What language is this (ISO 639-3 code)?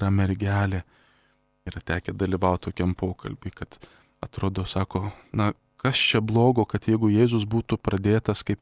lit